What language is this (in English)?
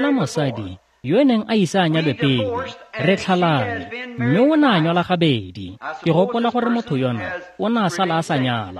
Tswana